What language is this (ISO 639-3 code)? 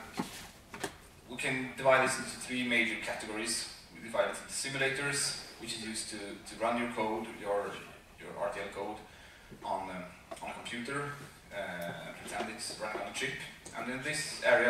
eng